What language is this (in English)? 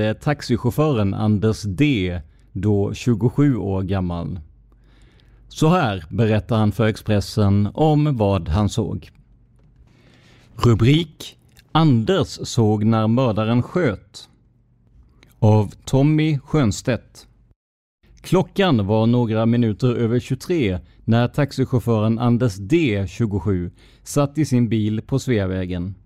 Swedish